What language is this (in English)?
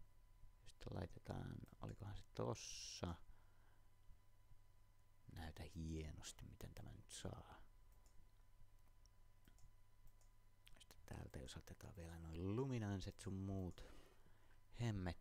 Finnish